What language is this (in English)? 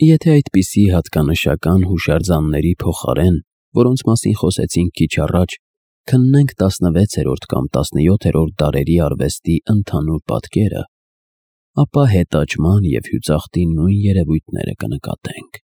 Armenian